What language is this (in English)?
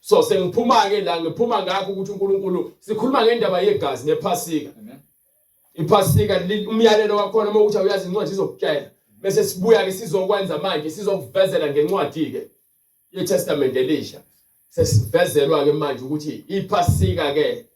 Zulu